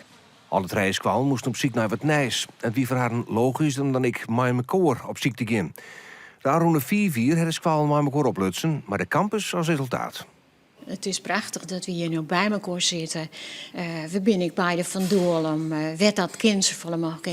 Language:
Western Frisian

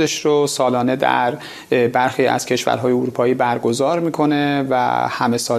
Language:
Persian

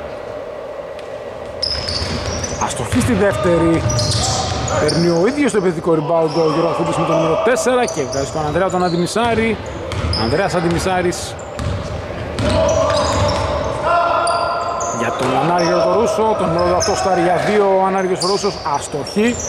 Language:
Greek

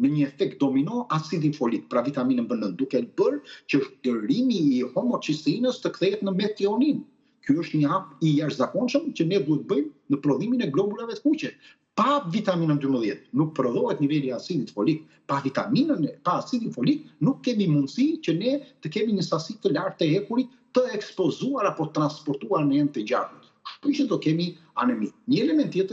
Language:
Albanian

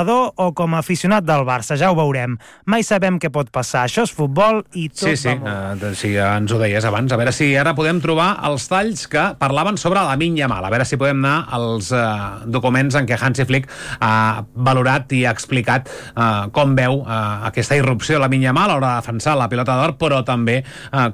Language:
Catalan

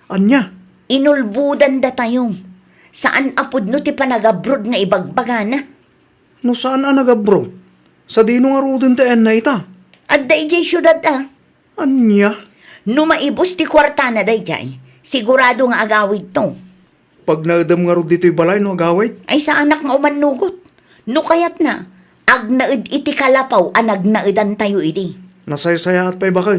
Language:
Iloko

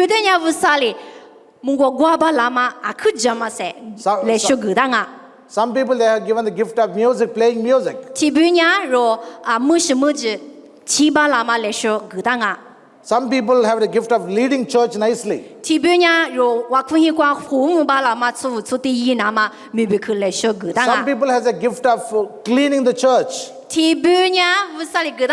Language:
Lisu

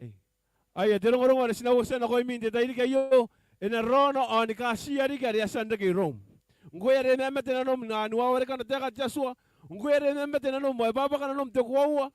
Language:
Gilbertese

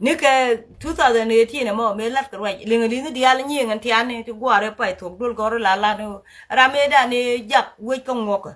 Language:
Nuer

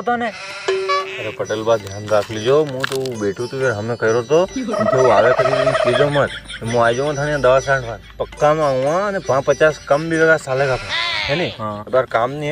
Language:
Rajasthani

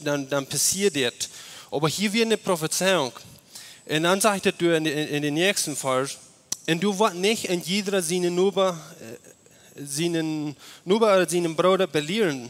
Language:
Plautdietsch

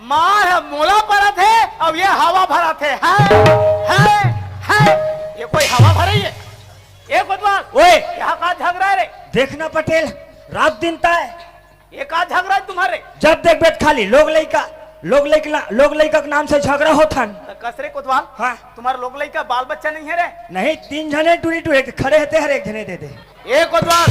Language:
Chhattisgarhi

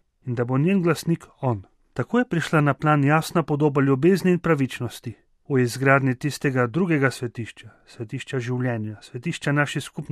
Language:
Slovenian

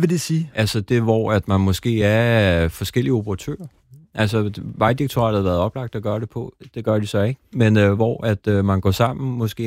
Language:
Danish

